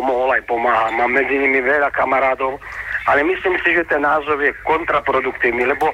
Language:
Slovak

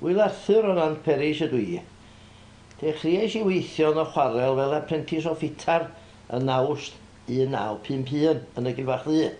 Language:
Welsh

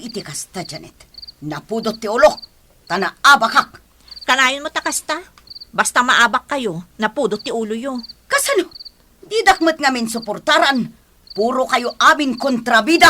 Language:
Iloko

